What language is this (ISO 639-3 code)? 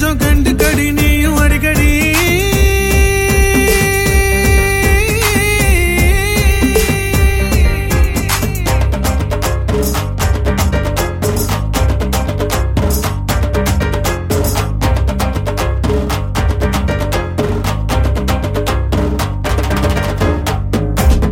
tam